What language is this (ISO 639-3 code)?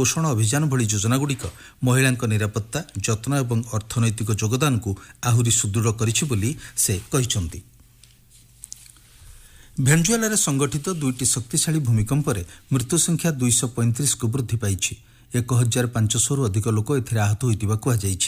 ori